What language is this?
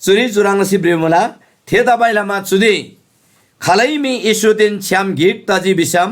Eastern Tamang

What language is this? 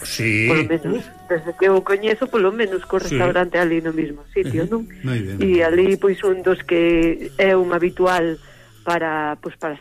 Galician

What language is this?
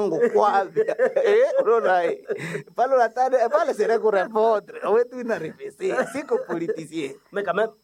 Swahili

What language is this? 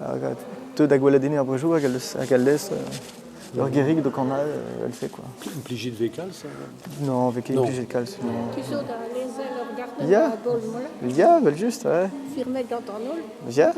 Breton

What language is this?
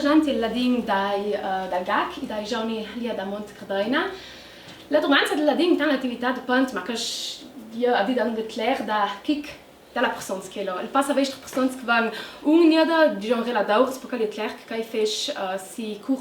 Ladin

